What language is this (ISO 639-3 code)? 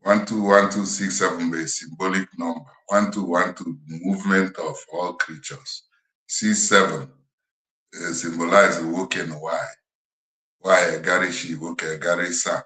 ibo